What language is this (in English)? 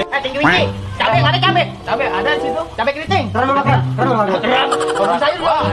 Betawi